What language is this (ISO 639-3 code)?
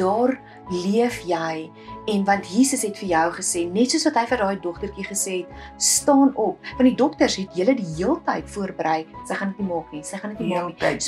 afr